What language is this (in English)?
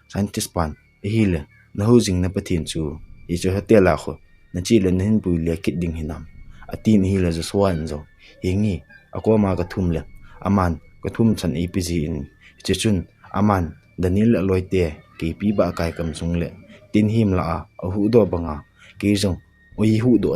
Thado Chin